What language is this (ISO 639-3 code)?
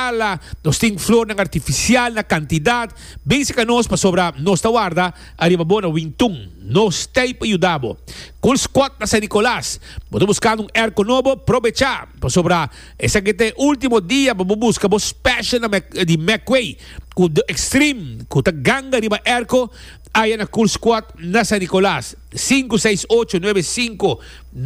pap